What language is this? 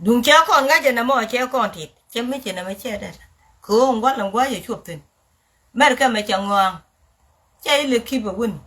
Nuer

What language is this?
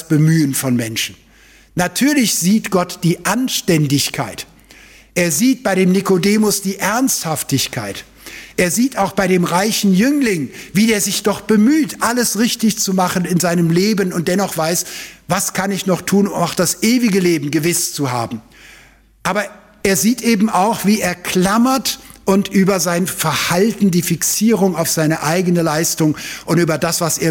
German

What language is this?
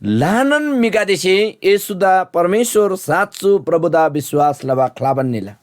Eastern Tamang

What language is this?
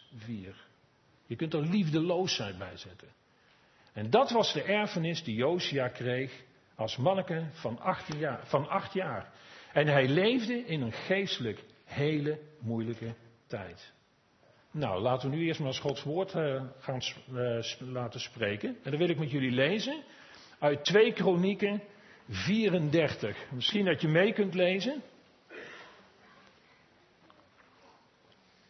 Dutch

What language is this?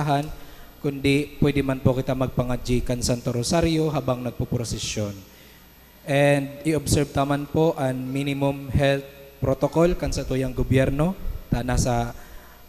Bikol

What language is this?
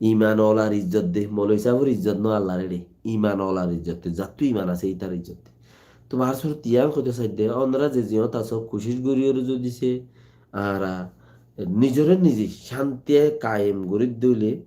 Rohingya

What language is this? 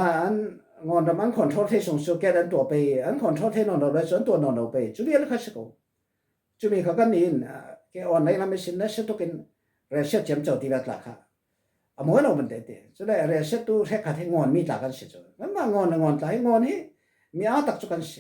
Falam Chin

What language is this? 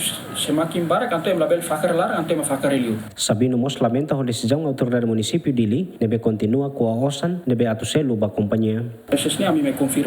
Tetum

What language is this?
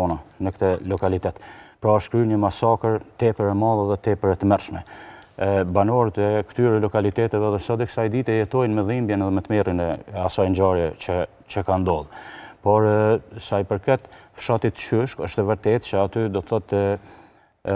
Albanian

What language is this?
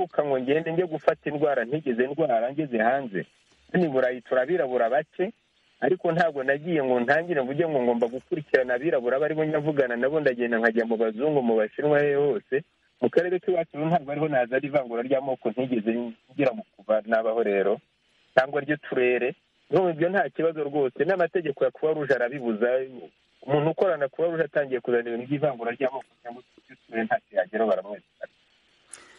Kinyarwanda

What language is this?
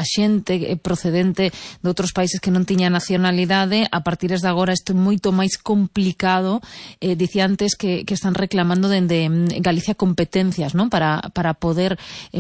Galician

